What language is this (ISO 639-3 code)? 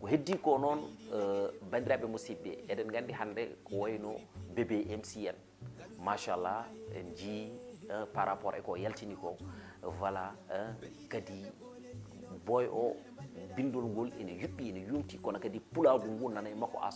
ful